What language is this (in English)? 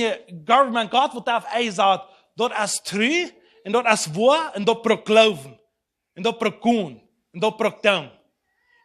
Plautdietsch